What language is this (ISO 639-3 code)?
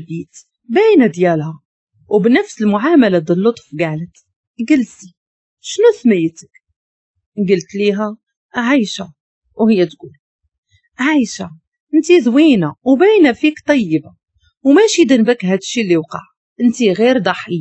ary